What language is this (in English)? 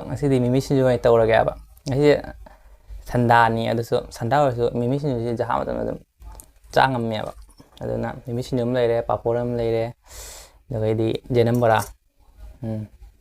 Manipuri